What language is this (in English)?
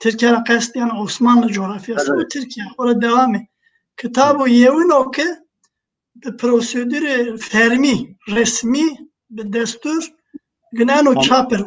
Zaza